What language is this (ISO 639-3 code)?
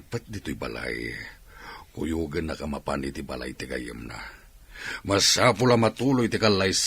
ilo